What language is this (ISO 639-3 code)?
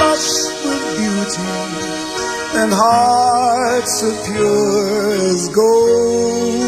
smo